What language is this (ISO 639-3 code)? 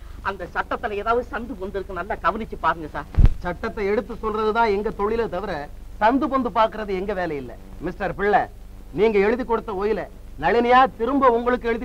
tam